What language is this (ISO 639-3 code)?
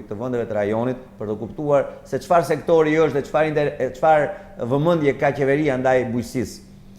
sqi